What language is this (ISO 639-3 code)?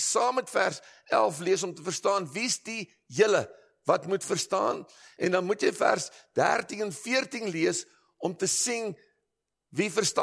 afr